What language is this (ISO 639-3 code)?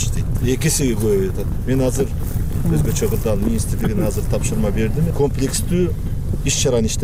kir